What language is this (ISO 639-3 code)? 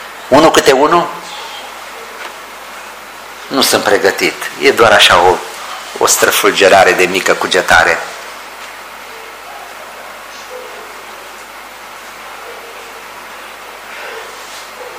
ron